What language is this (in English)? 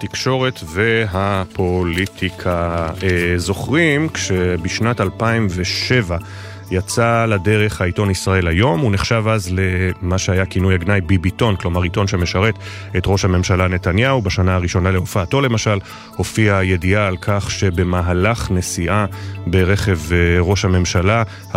Hebrew